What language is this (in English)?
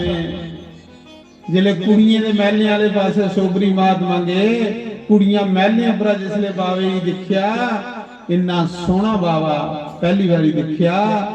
Dogri